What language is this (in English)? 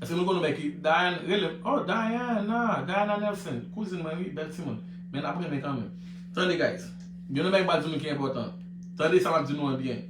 Haitian Creole